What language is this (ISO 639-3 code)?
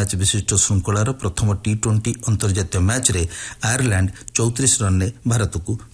ori